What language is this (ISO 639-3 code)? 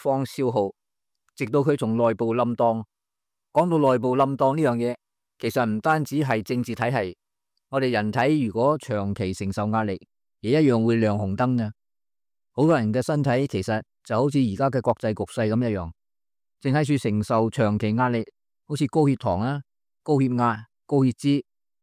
yue